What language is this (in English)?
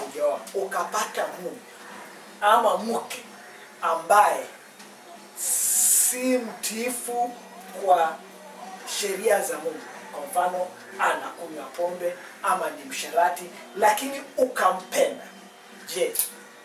Swahili